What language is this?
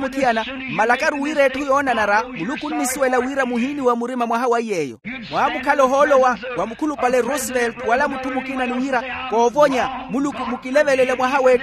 Makhuwa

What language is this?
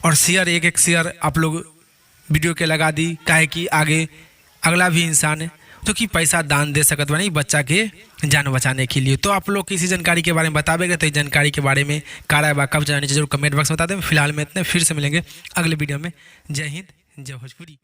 Bhojpuri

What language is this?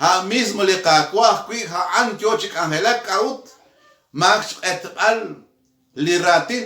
Kekchí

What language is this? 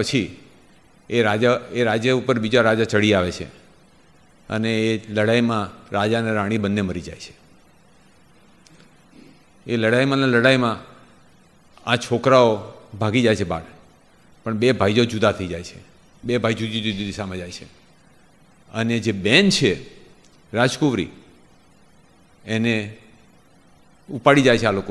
Gujarati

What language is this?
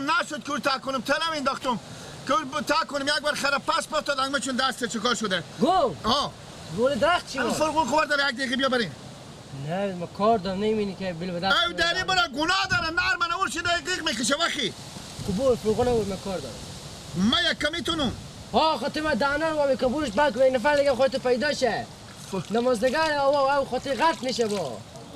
Persian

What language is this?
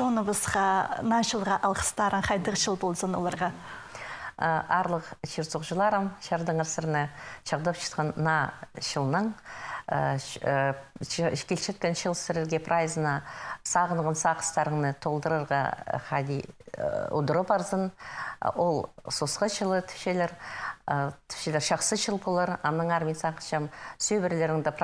Khakas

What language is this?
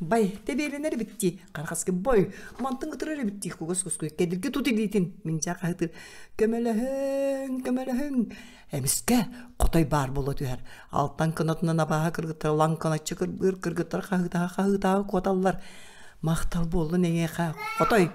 Yakut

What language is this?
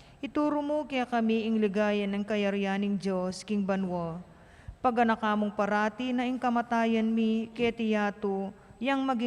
Pampanga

